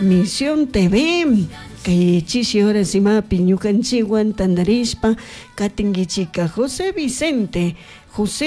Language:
Chimborazo Highland Quichua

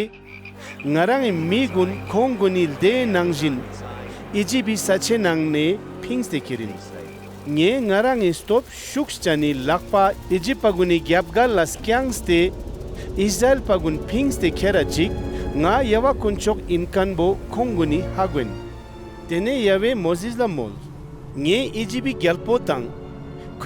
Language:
Ladakhi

